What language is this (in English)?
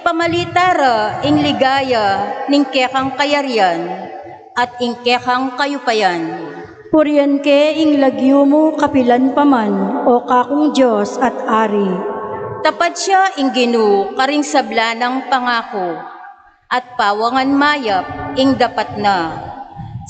Pampanga